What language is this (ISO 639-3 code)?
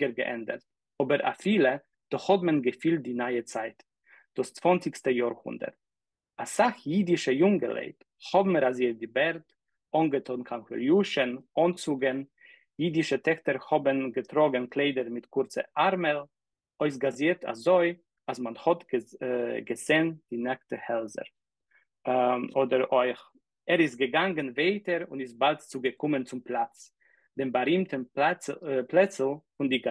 yid